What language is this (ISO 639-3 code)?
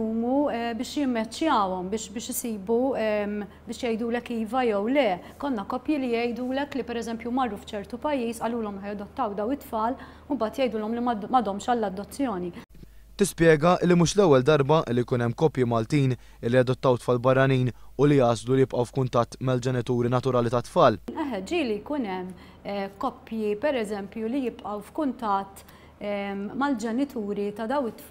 mlt